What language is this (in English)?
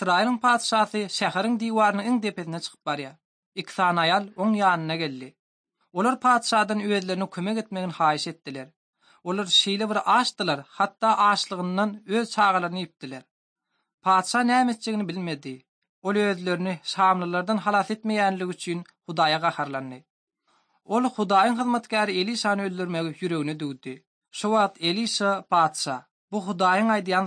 Turkmen